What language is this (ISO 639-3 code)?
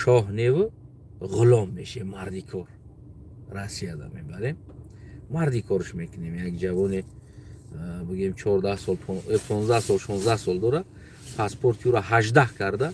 tgk